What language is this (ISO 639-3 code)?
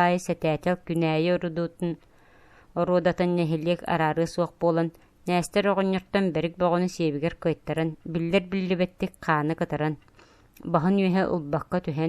sah